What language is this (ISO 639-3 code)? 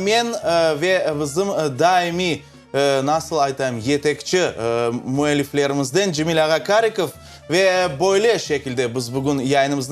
crh